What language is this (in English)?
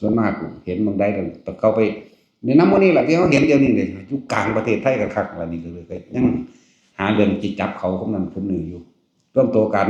Northeastern Thai